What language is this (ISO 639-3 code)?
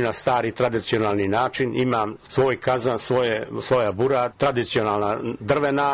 hrv